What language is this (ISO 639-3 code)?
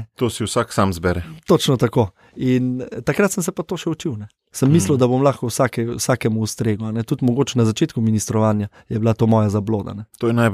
slv